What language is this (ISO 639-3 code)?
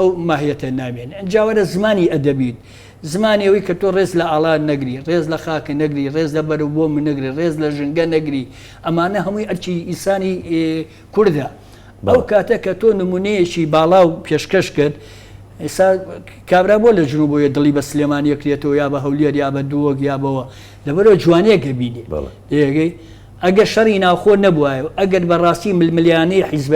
ckb